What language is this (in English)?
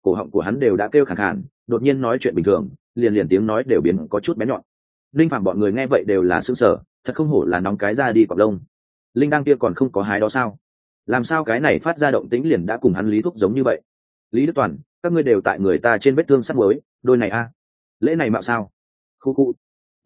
Vietnamese